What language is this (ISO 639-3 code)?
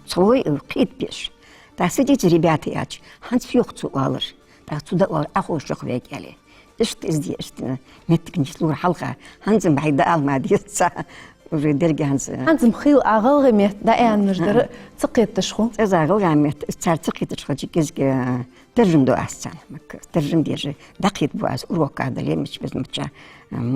inh